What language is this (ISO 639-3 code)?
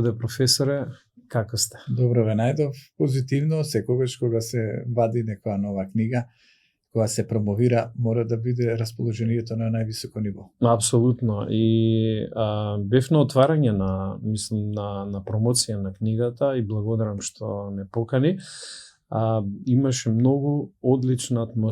mkd